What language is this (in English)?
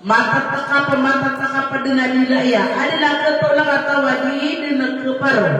Maranao